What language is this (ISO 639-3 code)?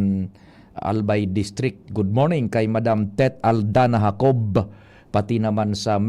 bik